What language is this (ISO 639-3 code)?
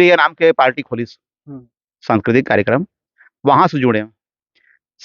hne